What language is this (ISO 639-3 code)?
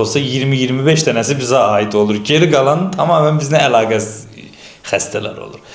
aze